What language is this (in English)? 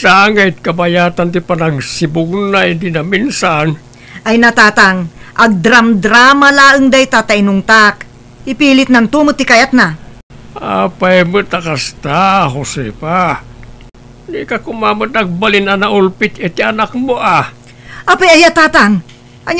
Iloko